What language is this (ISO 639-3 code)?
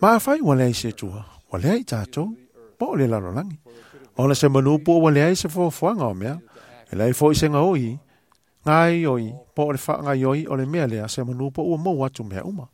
smo